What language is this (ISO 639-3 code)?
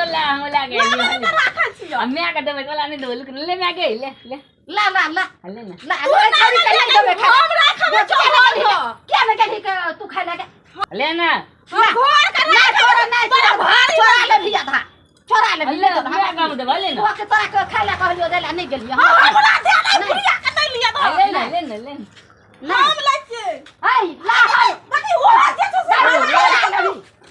mai